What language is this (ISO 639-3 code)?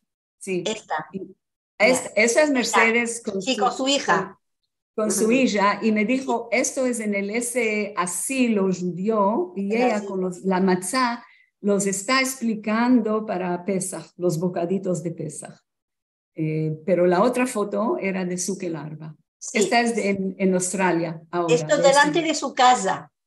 lad